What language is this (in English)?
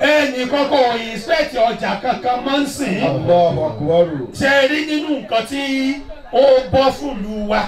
Yoruba